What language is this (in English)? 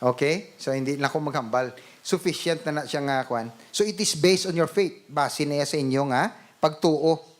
Hiligaynon